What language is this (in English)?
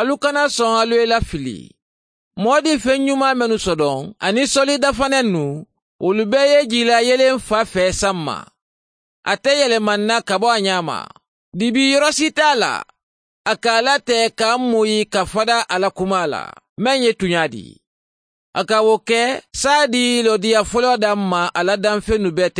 Mandingo